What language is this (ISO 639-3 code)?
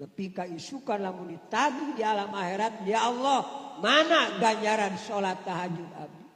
sun